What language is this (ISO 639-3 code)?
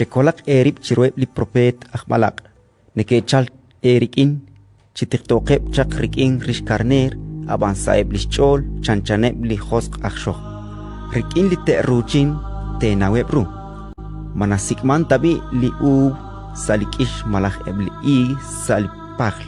kek